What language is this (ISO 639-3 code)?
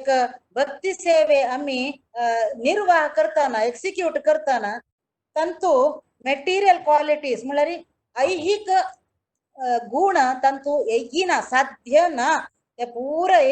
kok